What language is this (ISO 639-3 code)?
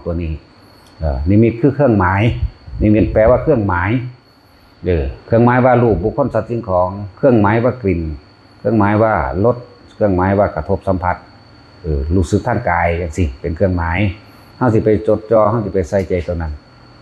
tts